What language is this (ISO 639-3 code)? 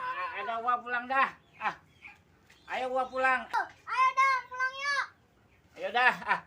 bew